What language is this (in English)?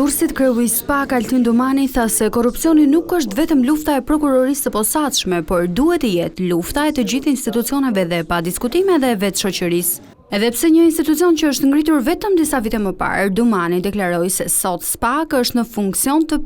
Albanian